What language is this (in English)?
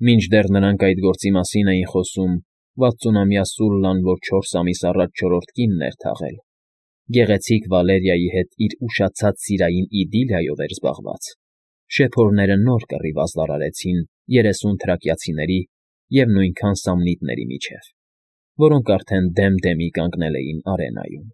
Armenian